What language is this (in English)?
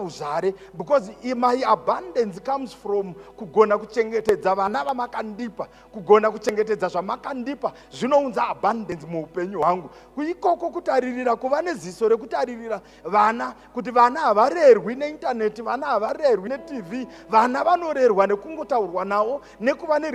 Shona